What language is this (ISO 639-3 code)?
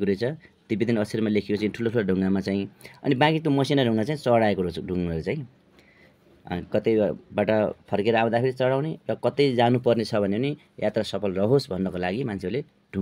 nep